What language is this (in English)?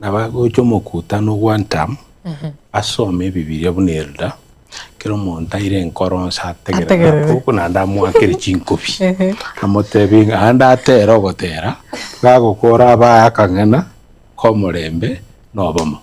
Gusii